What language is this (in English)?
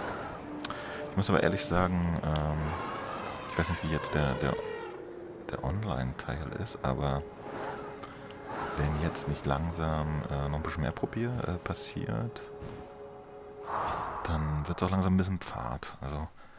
German